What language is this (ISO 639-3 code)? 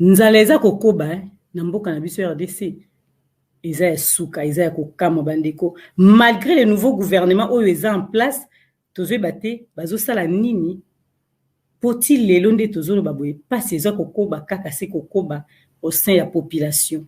lin